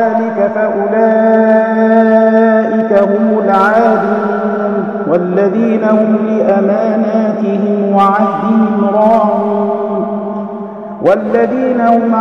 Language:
Arabic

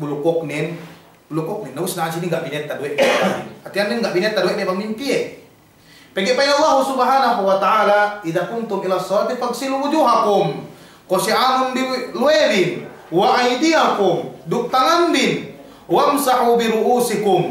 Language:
Yakan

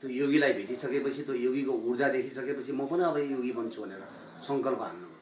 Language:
Nepali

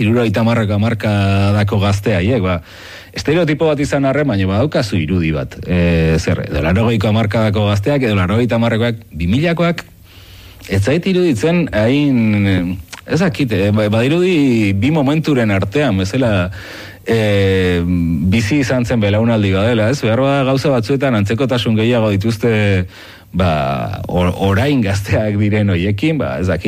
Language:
Basque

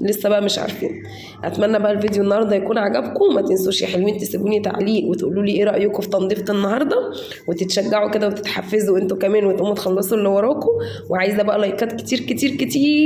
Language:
Egyptian Arabic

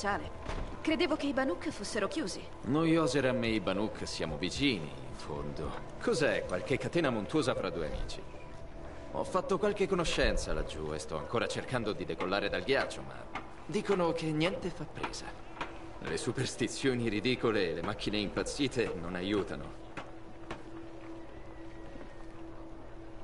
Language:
Italian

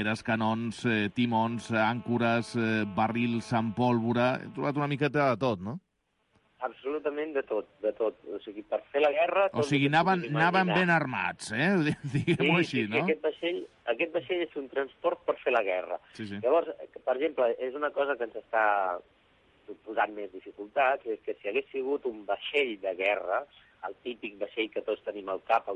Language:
Catalan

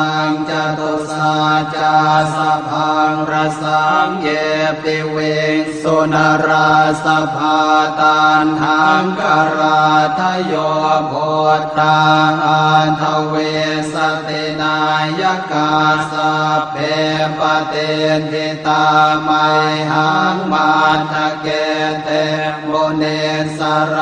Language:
Pali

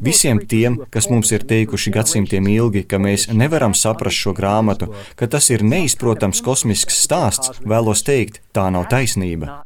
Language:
Latvian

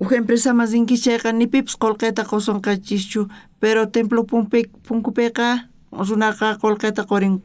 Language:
South Bolivian Quechua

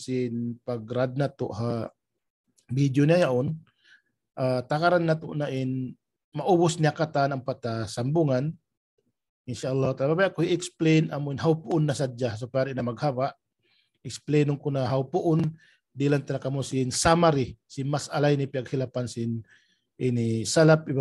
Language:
Tausug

